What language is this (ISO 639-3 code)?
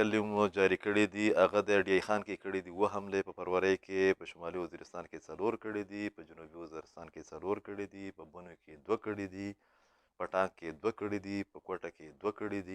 pus